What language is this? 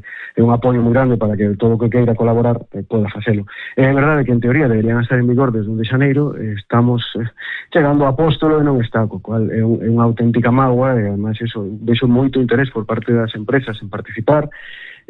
Galician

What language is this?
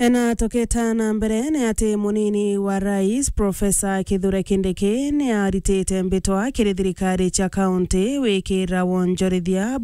Meru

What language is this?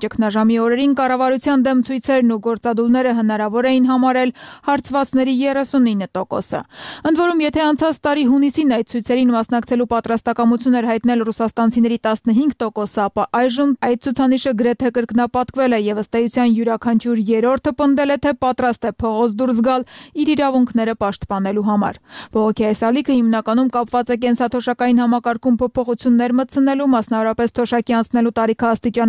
Armenian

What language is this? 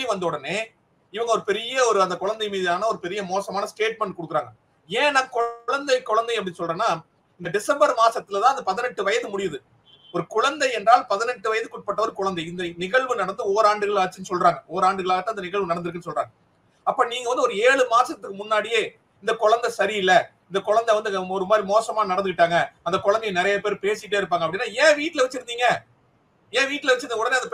Tamil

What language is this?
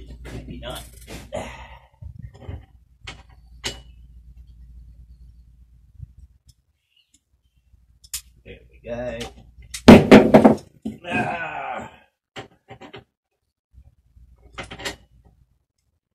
English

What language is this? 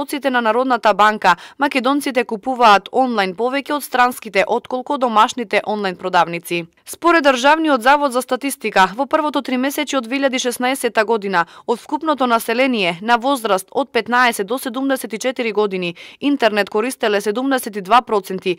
Macedonian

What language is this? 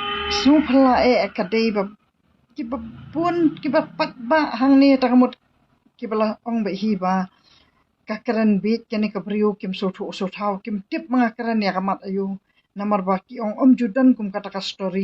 Khasi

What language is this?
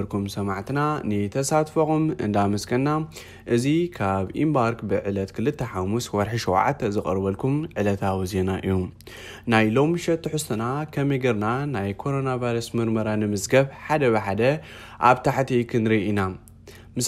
Tigrinya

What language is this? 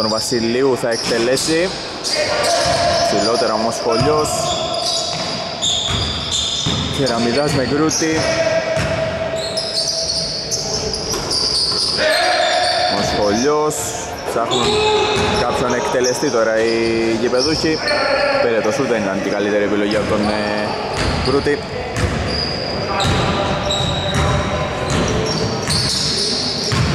Greek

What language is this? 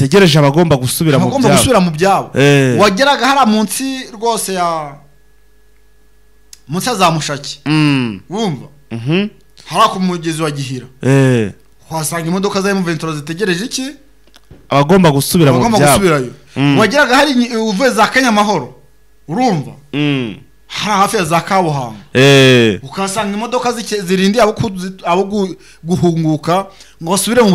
Kinyarwanda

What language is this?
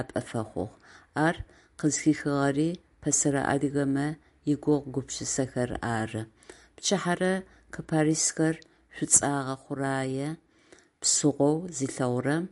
Adyghe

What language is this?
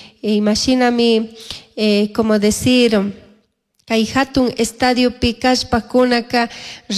Chimborazo Highland Quichua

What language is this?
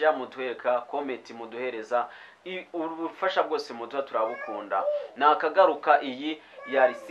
Kinyarwanda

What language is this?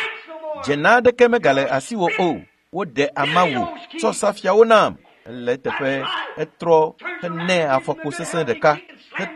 Ewe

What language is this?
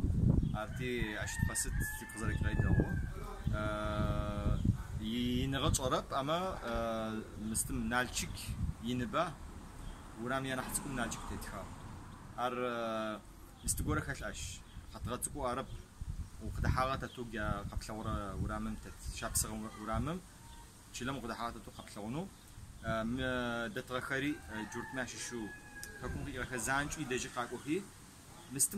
Adyghe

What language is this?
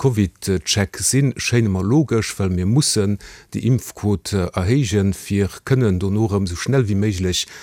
Luxembourgish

